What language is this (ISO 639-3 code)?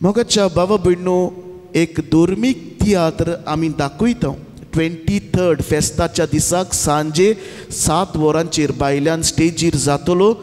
kok